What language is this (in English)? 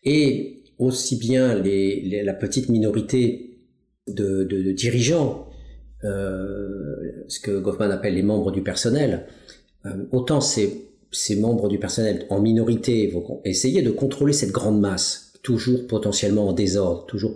French